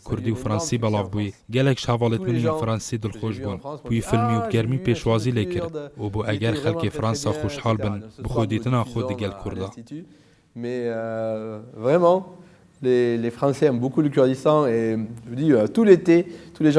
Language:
Kurdish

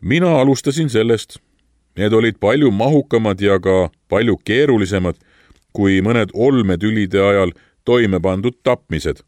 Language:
Estonian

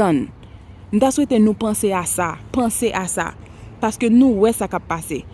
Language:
Haitian Creole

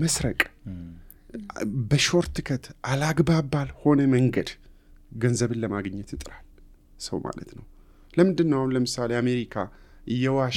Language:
Amharic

